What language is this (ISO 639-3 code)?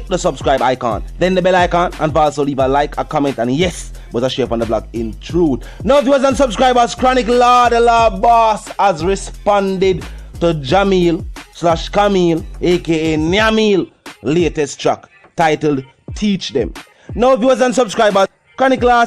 jam